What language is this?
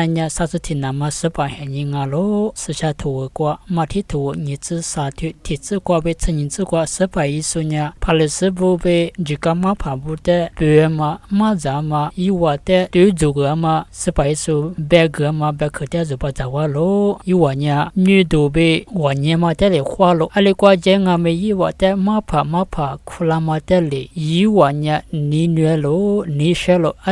Lisu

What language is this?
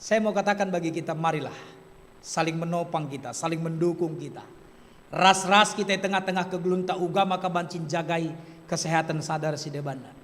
Batak Karo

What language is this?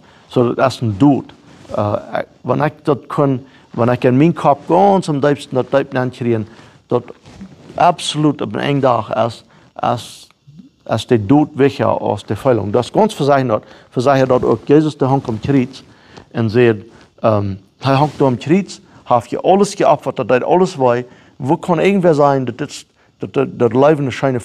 Plautdietsch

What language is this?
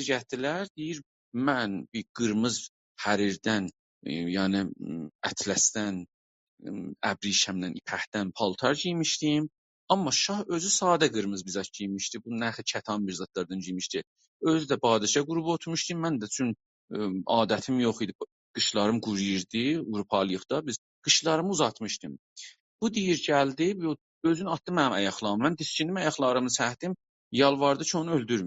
South Azerbaijani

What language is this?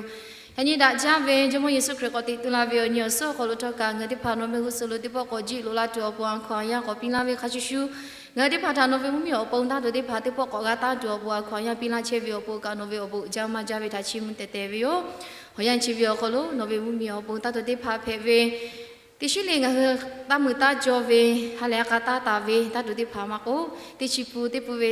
Lahu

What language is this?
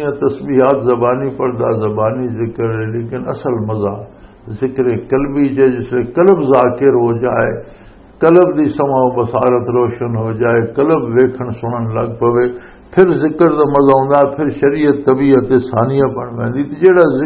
Western Panjabi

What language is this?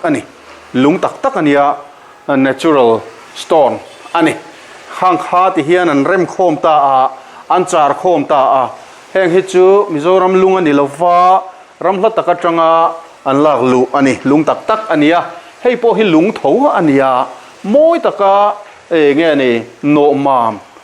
Mizo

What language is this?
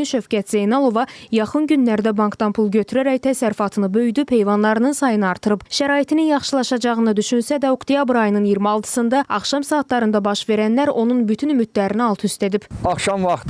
Azerbaijani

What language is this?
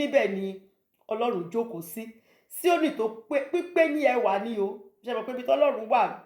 Yoruba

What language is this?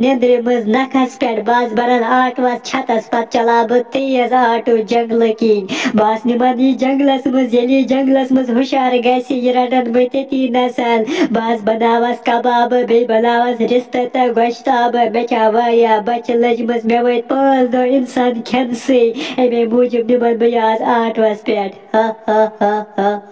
Kashmiri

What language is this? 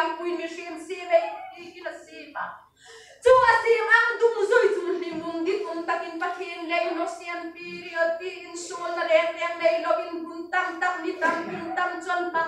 Hmar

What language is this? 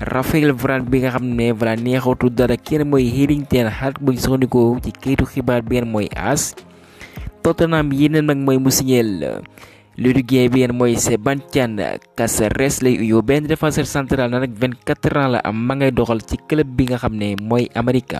Wolof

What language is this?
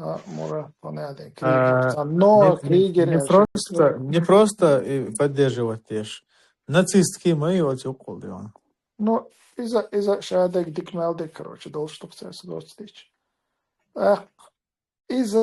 Chechen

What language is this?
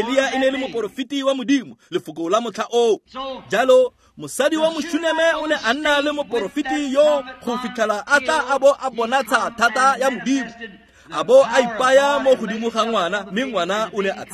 Tswana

